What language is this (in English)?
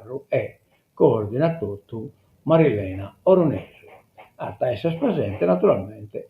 Sardinian